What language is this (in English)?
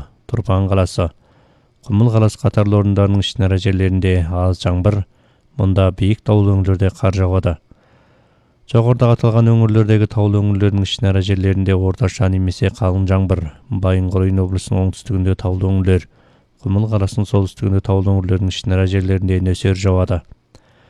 Kazakh